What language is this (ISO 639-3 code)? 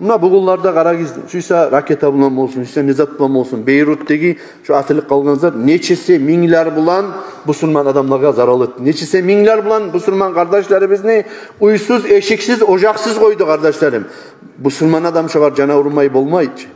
kum